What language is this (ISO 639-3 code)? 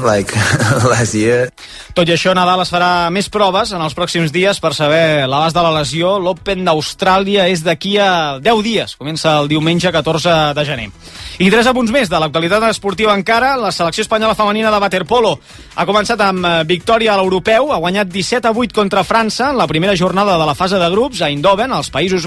cat